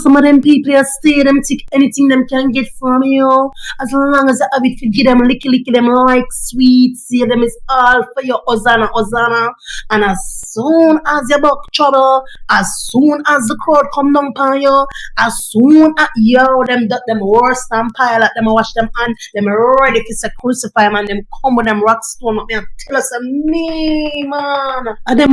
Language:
Jamaican Creole English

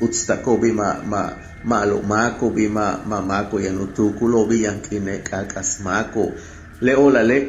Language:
Yucateco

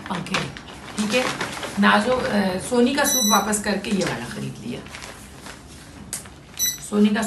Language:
Hindi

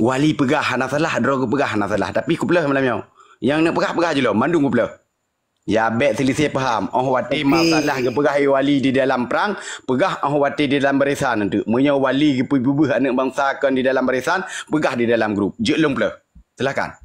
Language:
Achinese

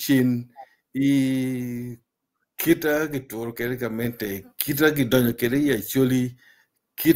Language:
Acoli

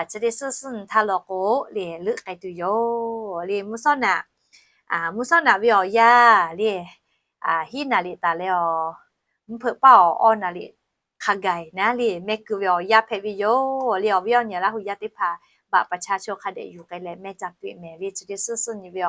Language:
Lahu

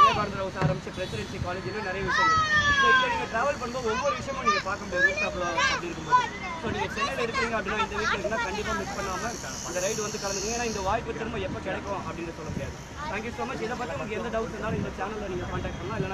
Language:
Tamil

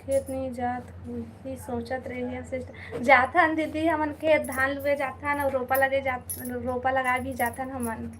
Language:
Chhattisgarhi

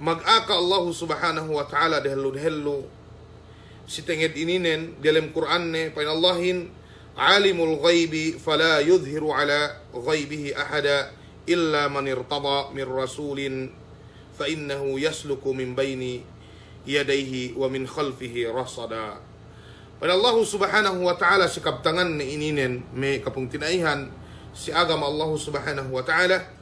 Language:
Yakan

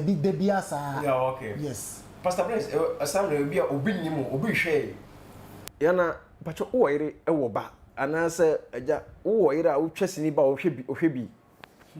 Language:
Akan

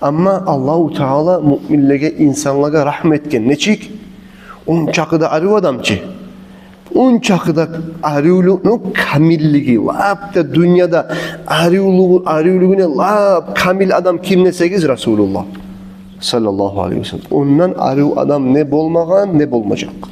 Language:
Kumyk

